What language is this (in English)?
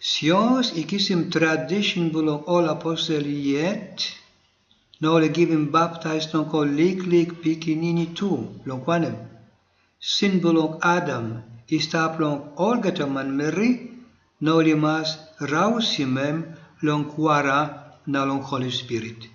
Tok Pisin